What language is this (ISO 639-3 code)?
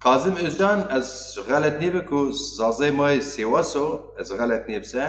zza